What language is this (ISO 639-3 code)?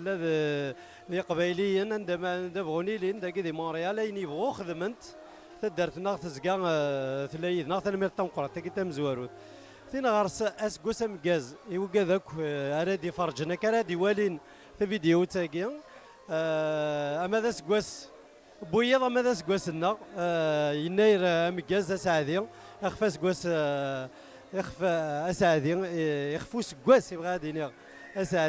kab